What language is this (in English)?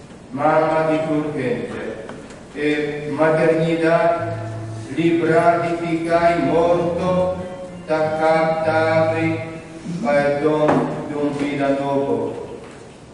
Papiamento